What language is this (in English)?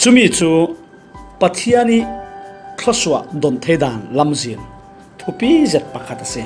Falam Chin